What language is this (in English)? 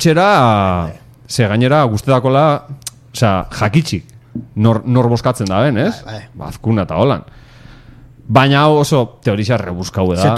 Basque